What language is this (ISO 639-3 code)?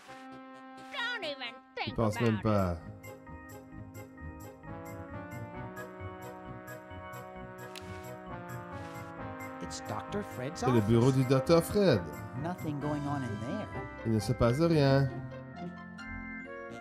fra